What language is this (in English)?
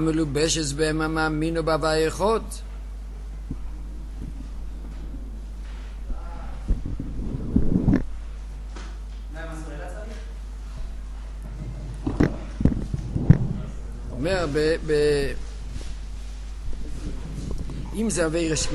Hebrew